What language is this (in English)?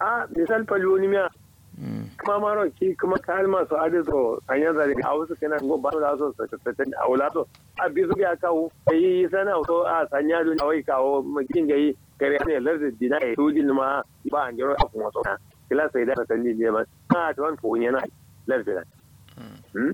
Kanuri